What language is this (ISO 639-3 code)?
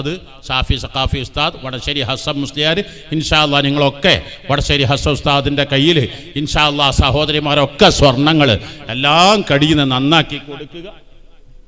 mal